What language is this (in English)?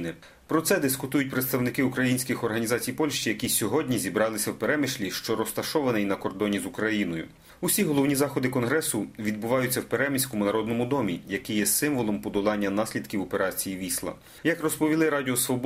Ukrainian